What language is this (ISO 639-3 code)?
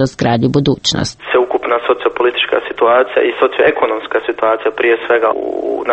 hrv